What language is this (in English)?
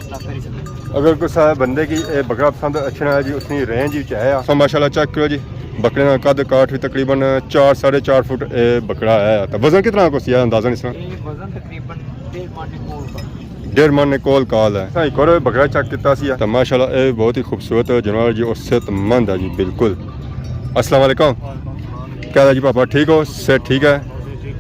Pahari-Potwari